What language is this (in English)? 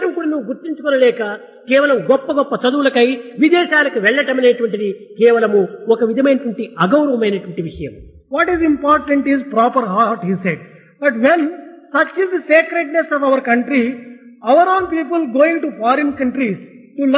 Telugu